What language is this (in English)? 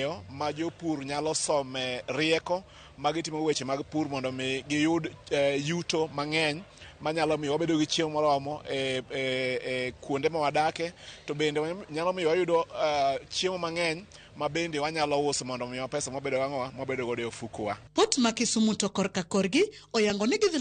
Luo (Kenya and Tanzania)